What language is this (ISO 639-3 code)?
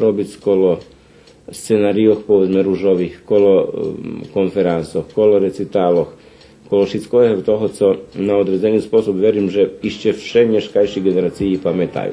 rue